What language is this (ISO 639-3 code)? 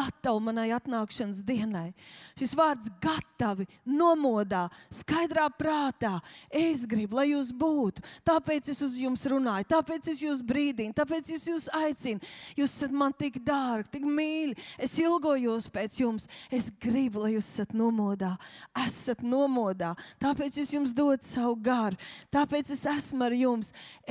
lav